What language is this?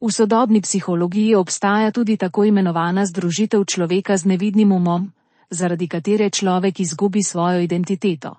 Slovenian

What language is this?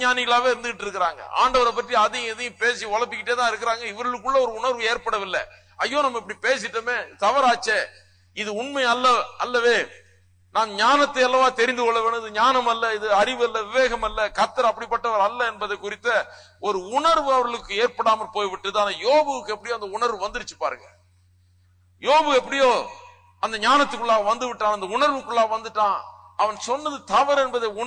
Tamil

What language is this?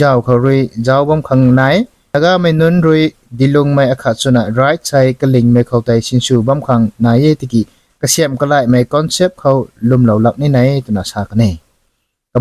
Rongmei Naga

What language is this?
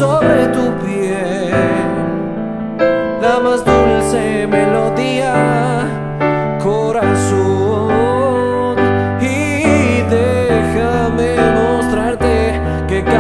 Spanish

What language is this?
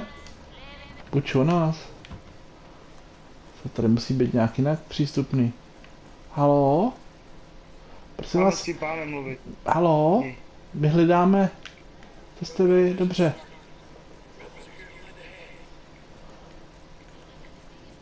Czech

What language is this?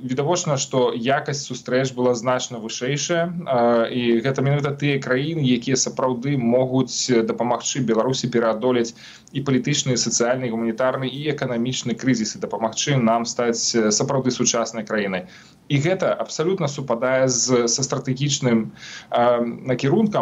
Belarusian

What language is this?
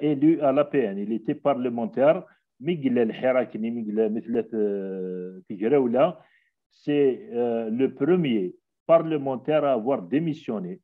Kabyle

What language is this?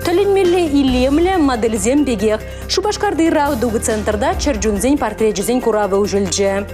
Chuvash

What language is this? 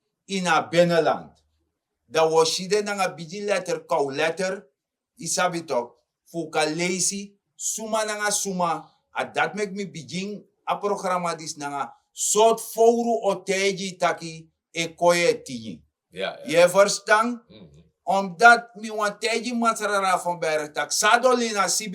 Sranan Tongo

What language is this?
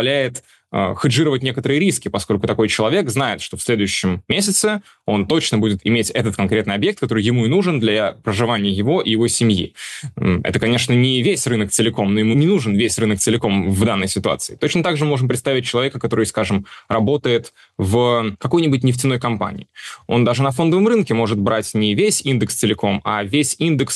Russian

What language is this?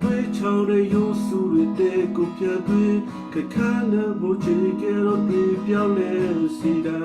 Western Kayah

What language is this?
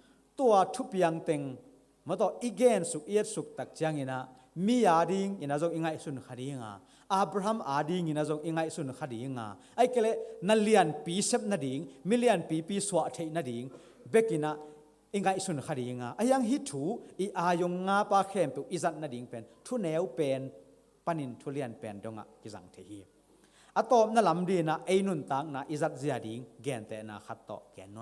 Tedim Chin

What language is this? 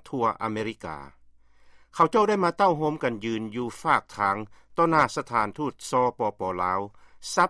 Lao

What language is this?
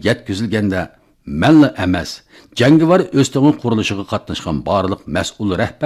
Uyghur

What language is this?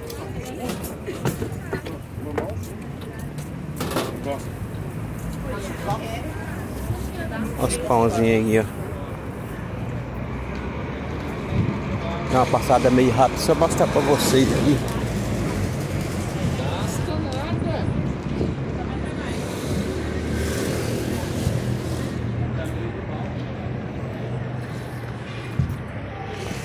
Portuguese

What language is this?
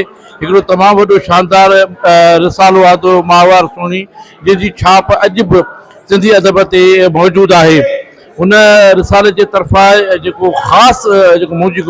Sindhi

